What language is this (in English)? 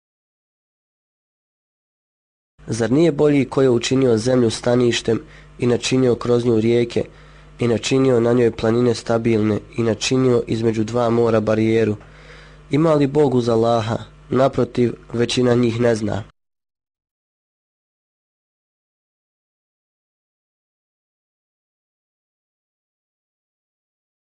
Bosnian